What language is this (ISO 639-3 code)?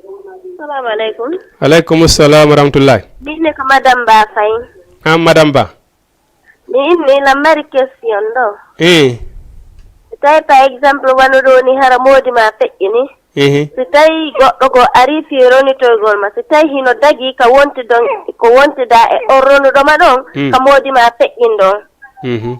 ful